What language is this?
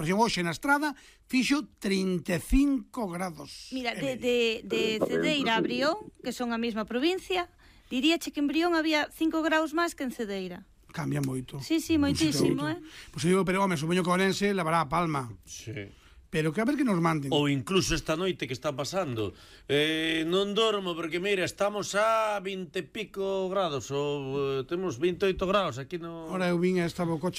Galician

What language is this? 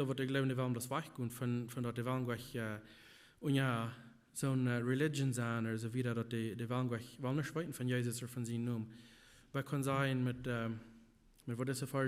Plautdietsch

